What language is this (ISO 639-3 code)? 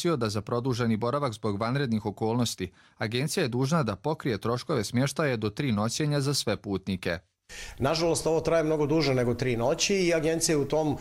hrv